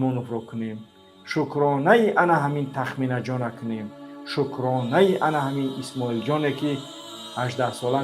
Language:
Tajik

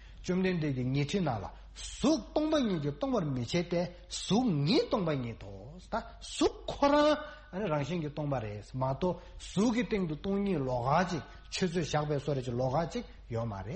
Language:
Tibetan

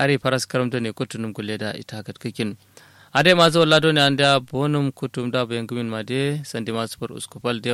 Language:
Kanuri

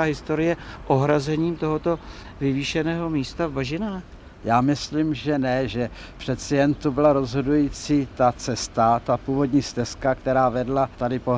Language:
Czech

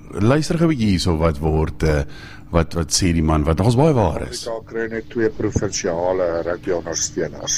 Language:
Afrikaans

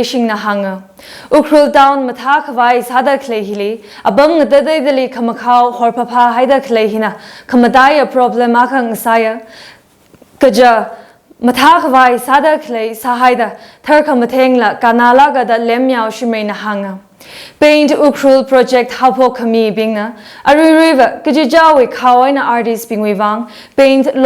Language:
Tangkhul Naga (India)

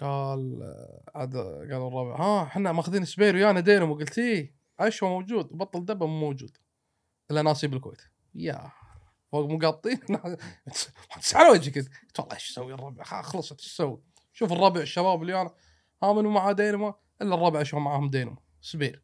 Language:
Gulf Arabic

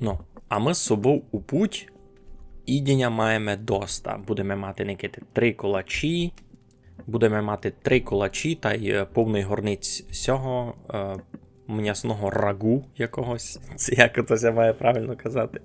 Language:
Rusyn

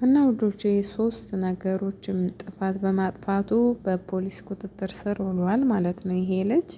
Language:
Amharic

